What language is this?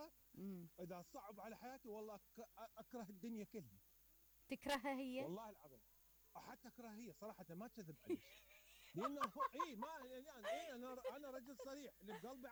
Mesopotamian Arabic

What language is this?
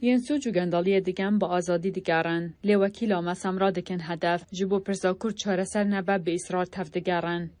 Kurdish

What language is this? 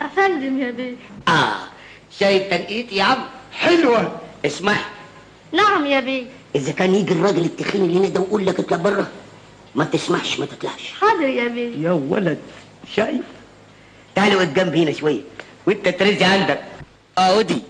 Egyptian Arabic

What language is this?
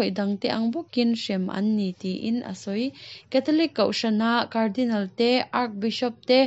Mizo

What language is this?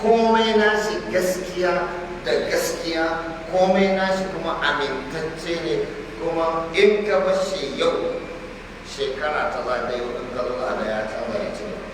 Hausa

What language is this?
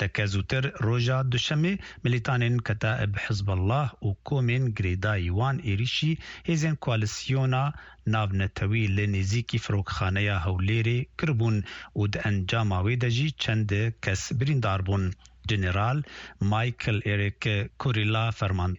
Kurdish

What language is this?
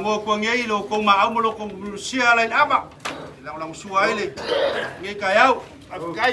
Samoan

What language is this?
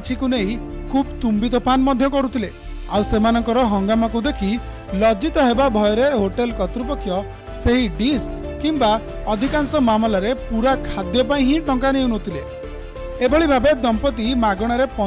Odia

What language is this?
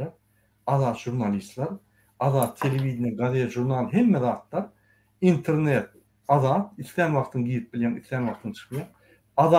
Turkmen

